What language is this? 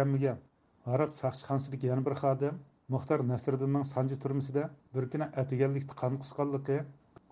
Uyghur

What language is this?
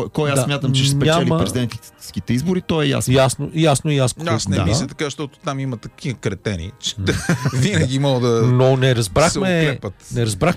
Bulgarian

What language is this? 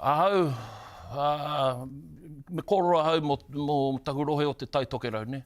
Māori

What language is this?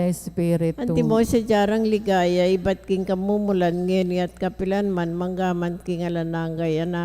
Pampanga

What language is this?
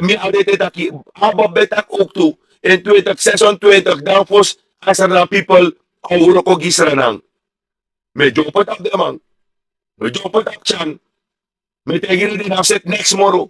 Sranan Tongo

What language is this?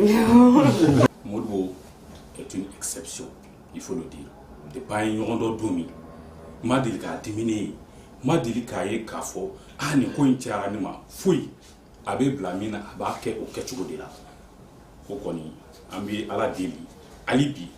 Bambara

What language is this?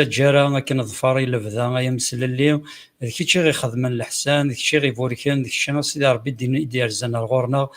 Kabyle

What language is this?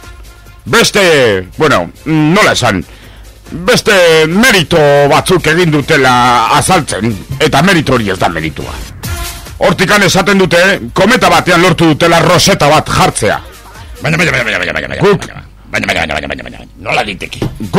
Basque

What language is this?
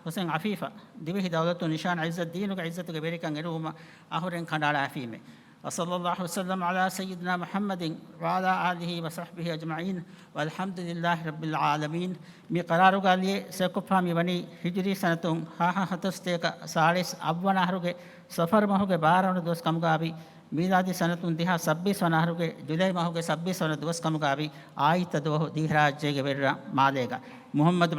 Divehi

